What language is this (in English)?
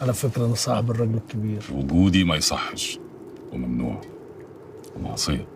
Egyptian Arabic